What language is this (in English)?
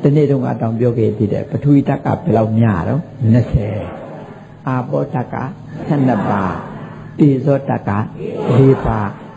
Burmese